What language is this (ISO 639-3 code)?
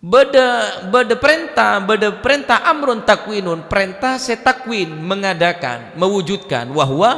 mad